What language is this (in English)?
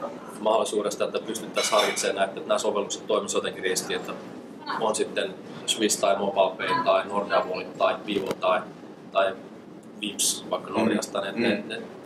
Finnish